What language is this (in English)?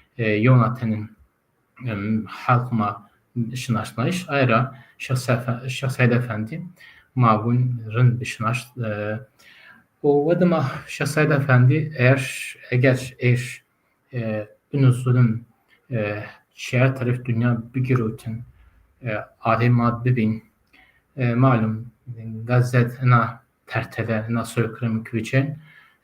Zaza